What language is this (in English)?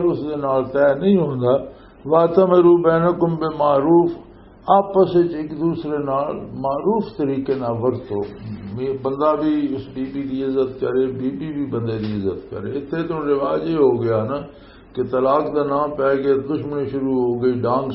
Western Panjabi